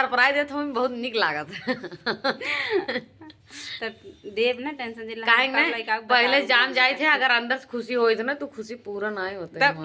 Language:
Awadhi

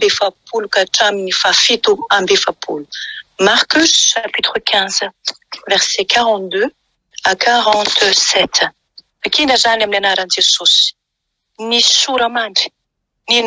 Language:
Malagasy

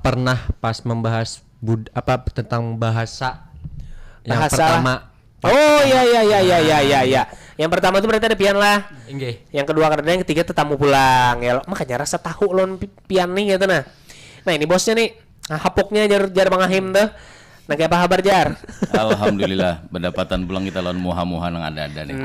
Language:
Banjar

